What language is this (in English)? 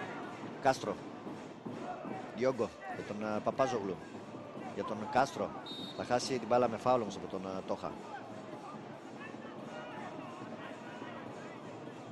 Greek